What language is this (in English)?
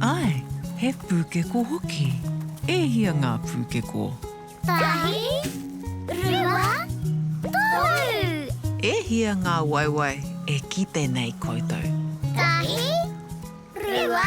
Māori